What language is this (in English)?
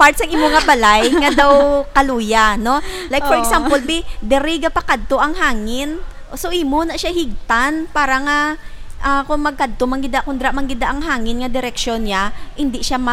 Hiligaynon